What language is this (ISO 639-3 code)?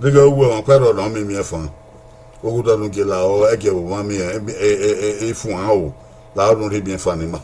bin